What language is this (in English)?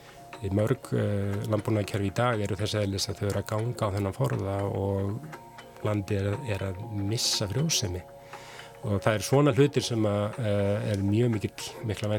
Icelandic